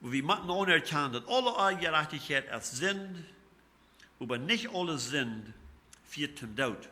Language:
Plautdietsch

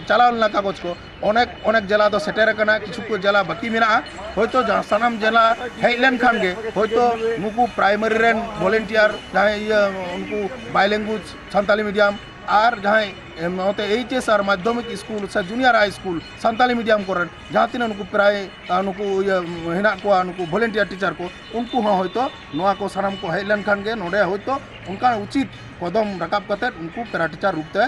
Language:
Santali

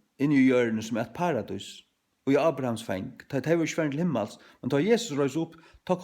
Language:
Faroese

